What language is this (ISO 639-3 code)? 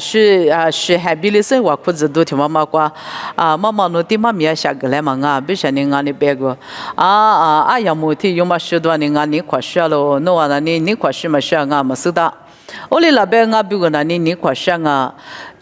lis